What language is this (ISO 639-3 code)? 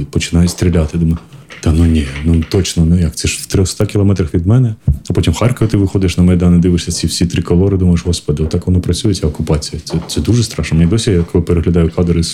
ukr